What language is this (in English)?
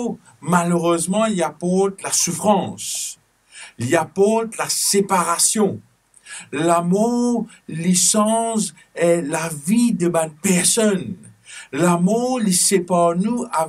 Morisyen